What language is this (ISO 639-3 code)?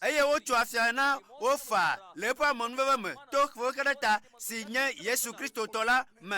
ewe